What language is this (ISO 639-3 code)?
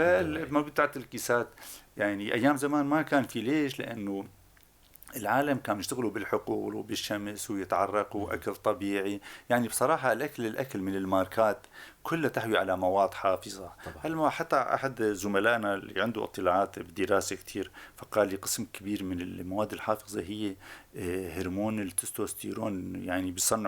apc